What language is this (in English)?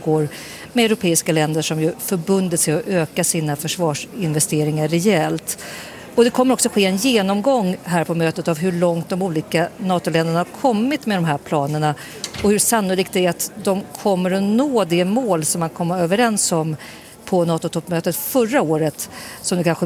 Swedish